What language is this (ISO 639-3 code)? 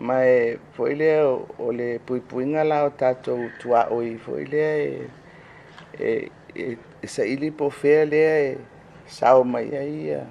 smo